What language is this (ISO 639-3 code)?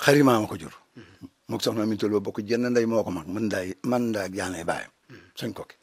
wol